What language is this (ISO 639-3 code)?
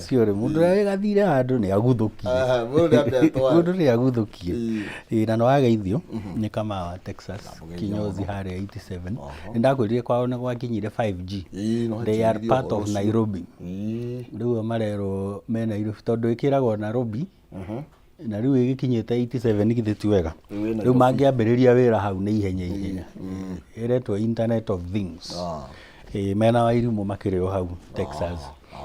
kik